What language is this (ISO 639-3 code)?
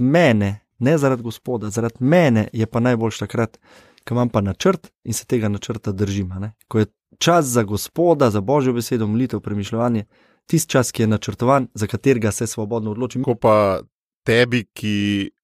slv